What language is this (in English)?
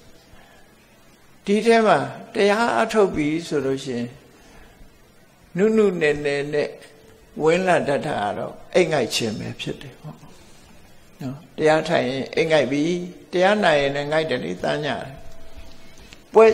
Burmese